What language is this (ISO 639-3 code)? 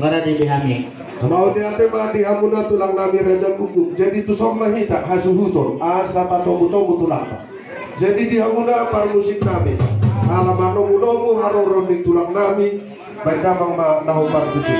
bbc